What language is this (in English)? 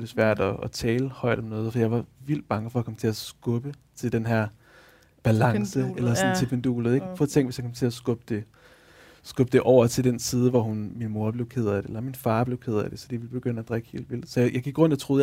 Danish